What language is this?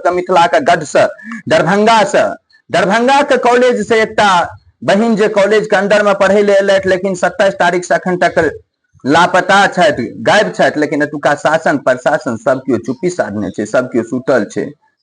Maithili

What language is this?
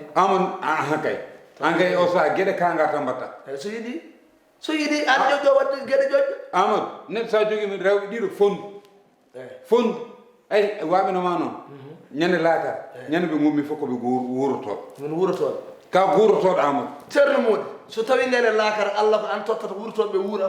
Fula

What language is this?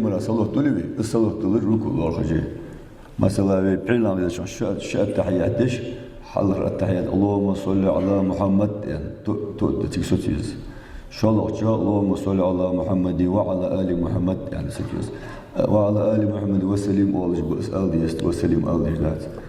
Ingush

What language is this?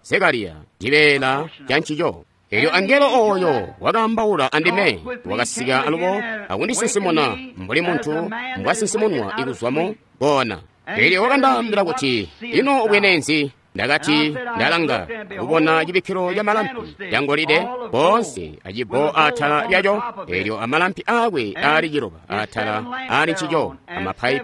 Tonga (Zambia)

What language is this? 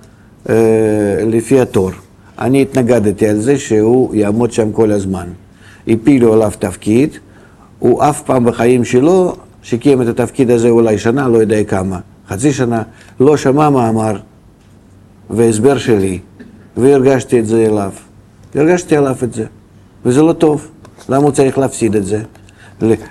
Hebrew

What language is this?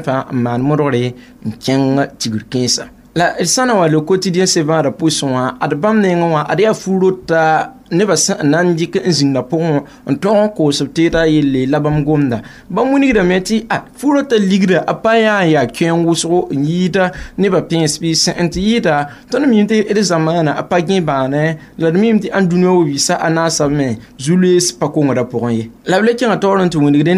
Mossi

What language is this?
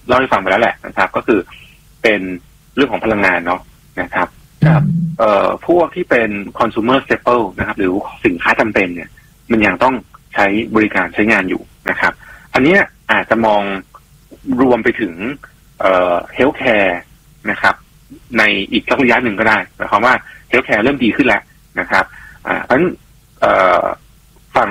Thai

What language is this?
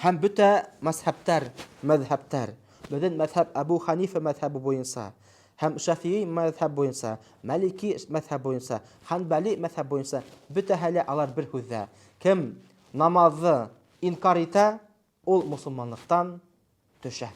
Bashkir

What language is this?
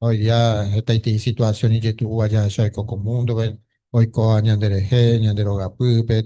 Guarani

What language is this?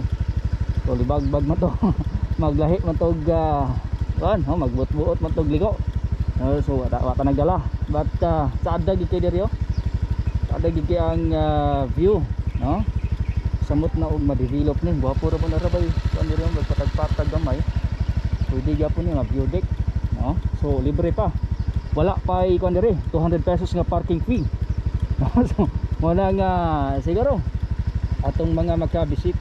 Cebuano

